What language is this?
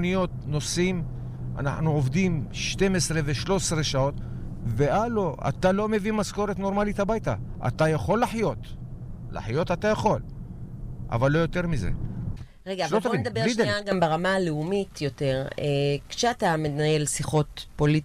Hebrew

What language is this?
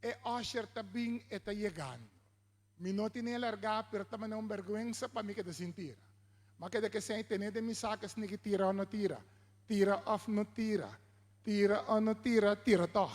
Papiamento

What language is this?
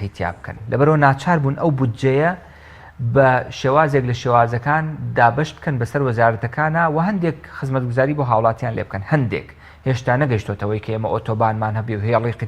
Central Kurdish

